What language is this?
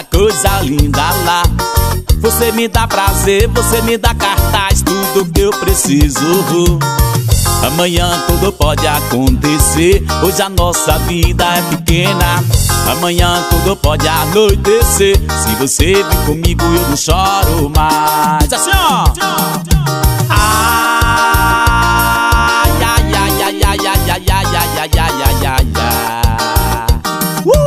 Portuguese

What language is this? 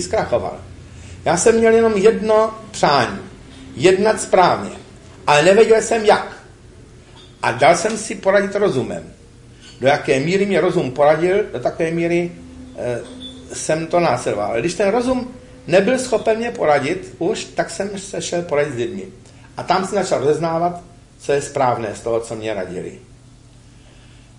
Czech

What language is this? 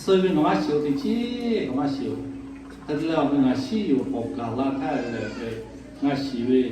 Lahu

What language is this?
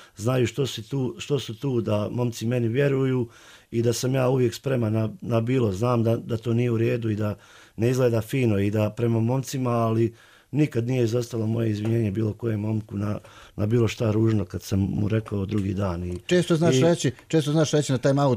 Bosnian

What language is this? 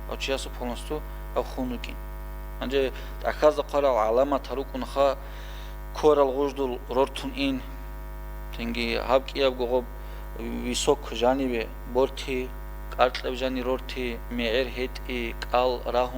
Avaric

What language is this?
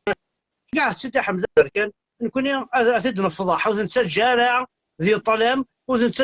Kabyle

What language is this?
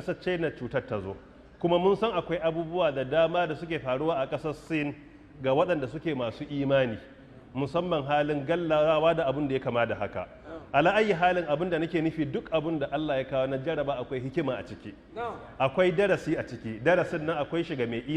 Hausa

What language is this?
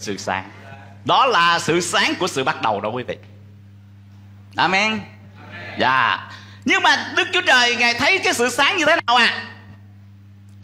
Vietnamese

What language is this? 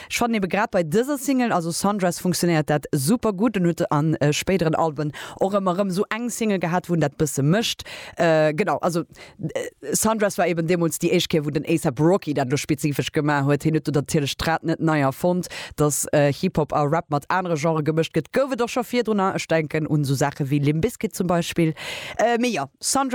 Luxembourgish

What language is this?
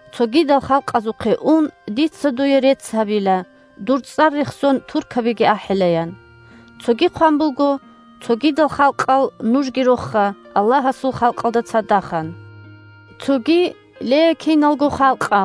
Avaric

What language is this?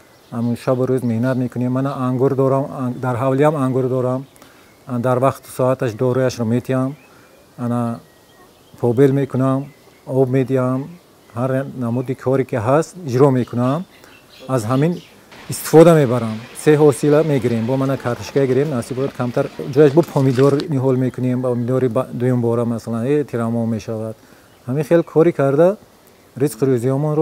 Tajik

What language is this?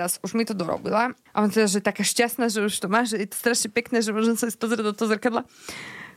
Slovak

